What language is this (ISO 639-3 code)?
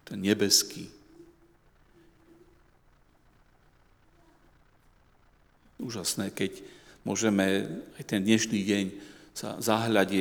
slk